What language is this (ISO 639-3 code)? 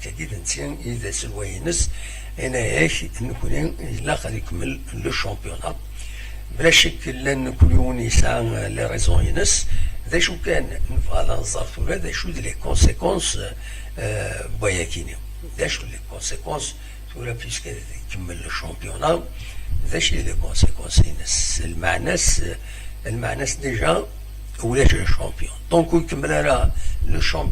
kab